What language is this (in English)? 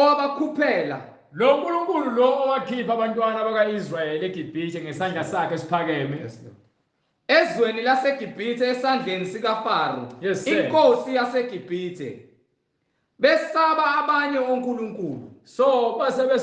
Zulu